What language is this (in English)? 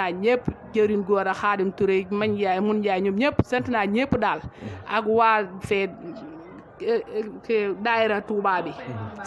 Wolof